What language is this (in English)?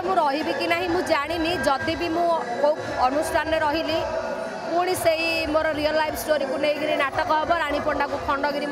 Odia